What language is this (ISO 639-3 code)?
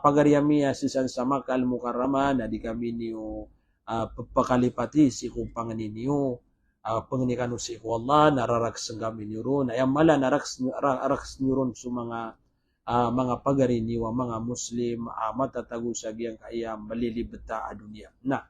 mrw